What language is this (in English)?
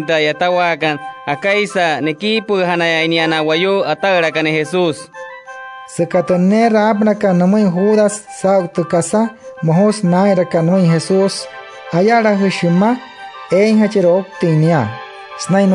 Wayuu